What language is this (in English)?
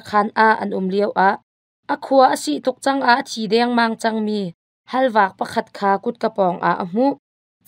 Hakha Chin